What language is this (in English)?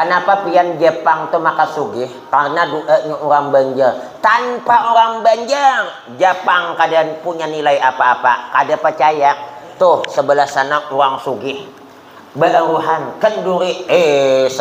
Banjar